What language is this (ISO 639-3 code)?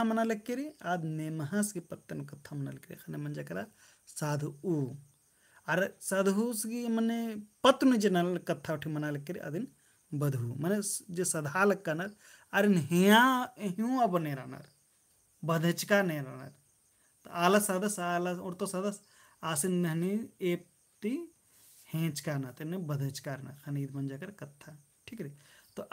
kru